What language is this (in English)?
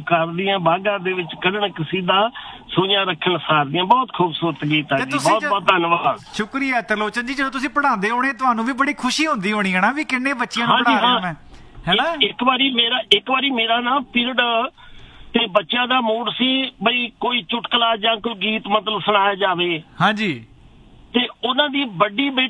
Punjabi